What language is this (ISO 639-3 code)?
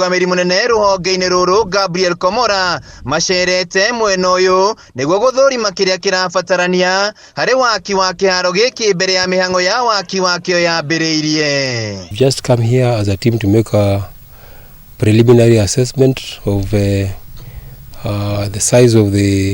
kik